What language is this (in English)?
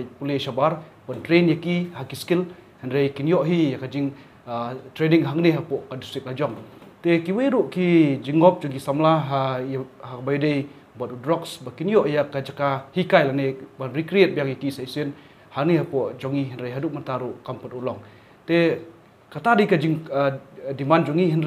Khasi